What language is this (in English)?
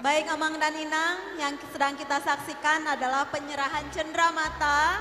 Batak Toba